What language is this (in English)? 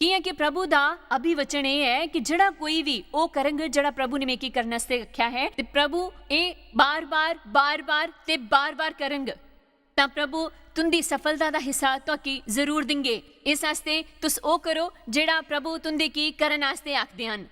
Dogri